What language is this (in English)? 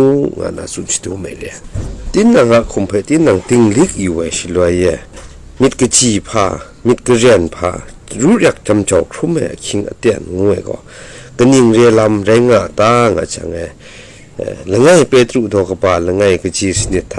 Kachin